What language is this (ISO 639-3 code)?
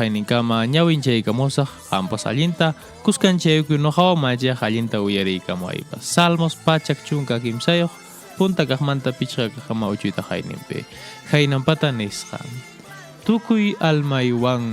que